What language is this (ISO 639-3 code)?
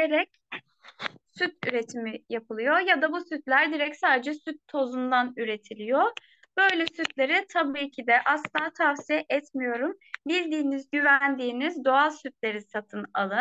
tur